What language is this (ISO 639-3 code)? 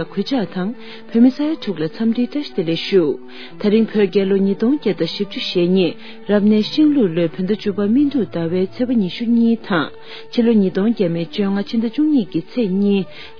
bod